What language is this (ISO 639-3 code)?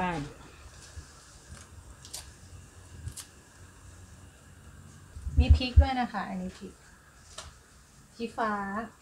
tha